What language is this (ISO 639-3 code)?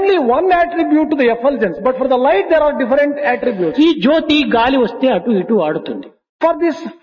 tel